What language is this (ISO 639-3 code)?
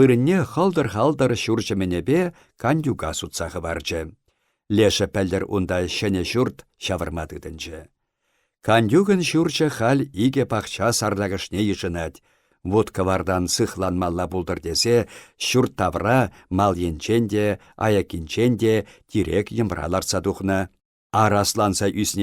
chv